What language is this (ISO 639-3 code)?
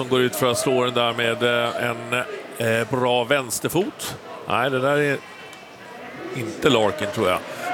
swe